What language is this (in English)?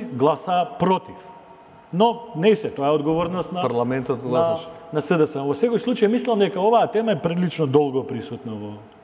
Macedonian